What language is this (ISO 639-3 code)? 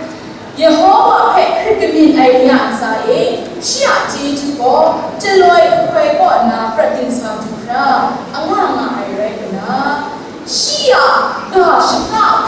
kac